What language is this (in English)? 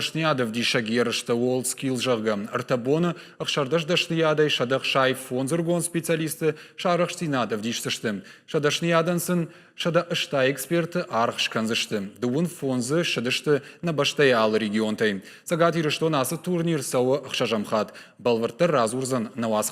Ossetic